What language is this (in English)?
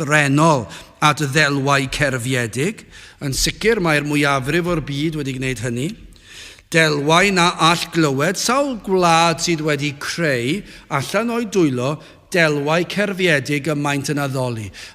Welsh